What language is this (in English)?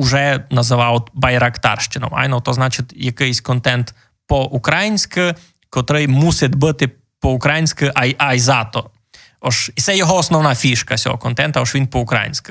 Rusyn